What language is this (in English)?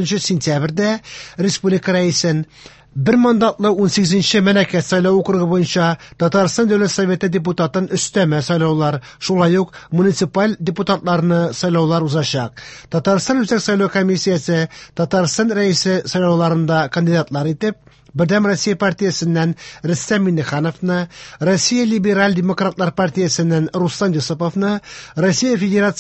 Tatar